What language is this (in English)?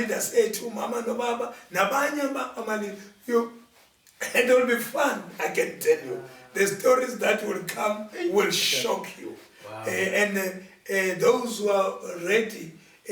Zulu